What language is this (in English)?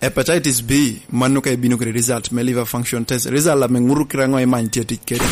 Lango (Uganda)